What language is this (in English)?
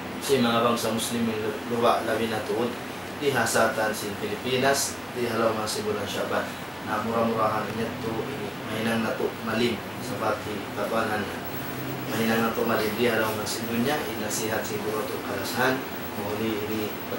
Tausug